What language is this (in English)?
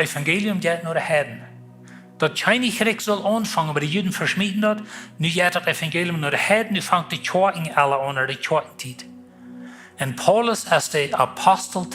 Plautdietsch